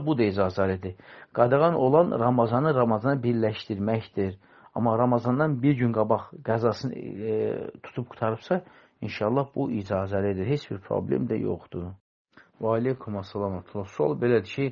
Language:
Azerbaijani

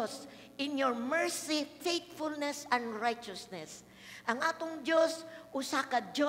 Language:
Cebuano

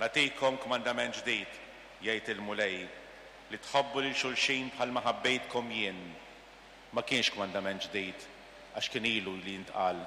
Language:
Maltese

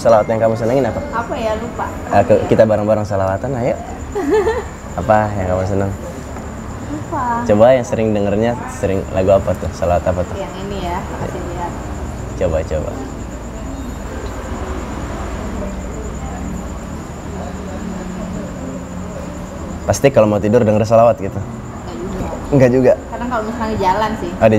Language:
Indonesian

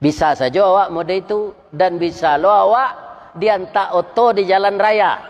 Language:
Minangkabau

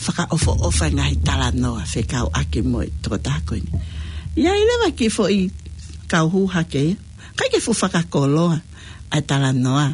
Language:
Tongan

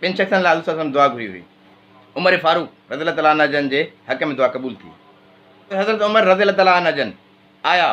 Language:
Sindhi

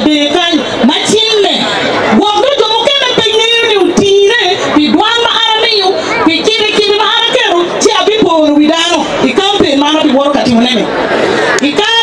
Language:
Acoli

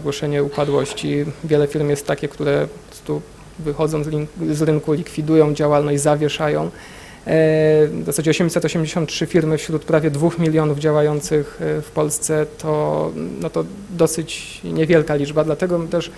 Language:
Polish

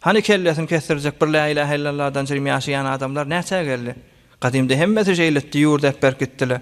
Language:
Turkmen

